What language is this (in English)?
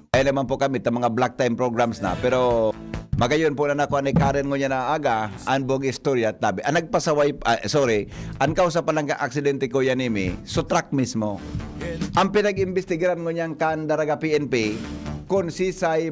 Bikol